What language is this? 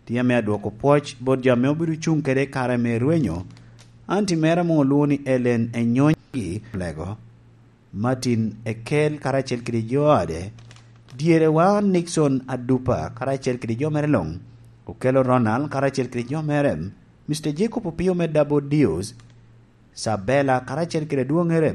Lango (Uganda)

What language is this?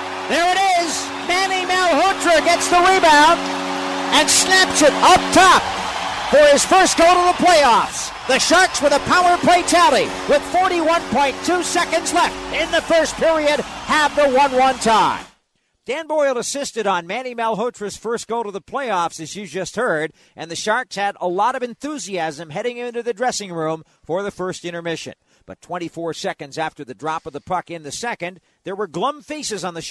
English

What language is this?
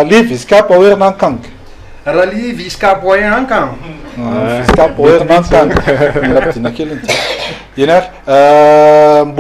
Malagasy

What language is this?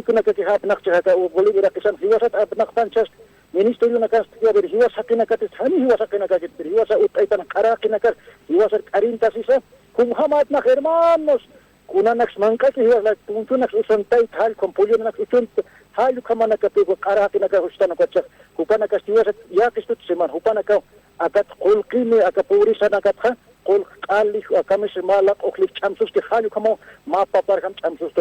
Aymara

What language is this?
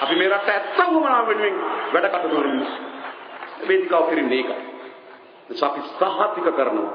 Sinhala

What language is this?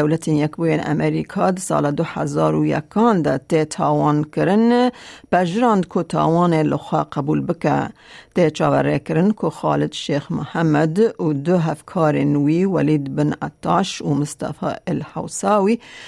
Kurdish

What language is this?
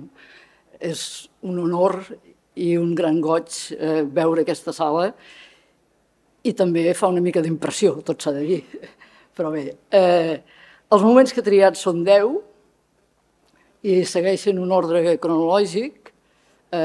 Catalan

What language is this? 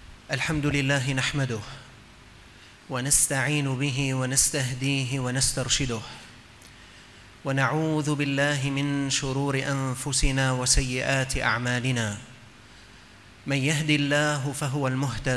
Arabic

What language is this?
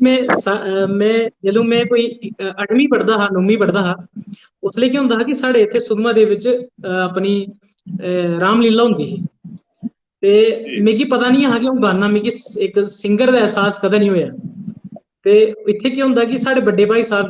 Dogri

